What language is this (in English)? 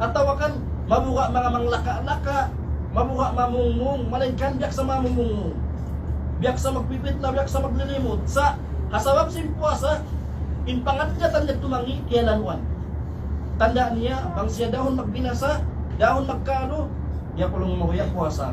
Tausug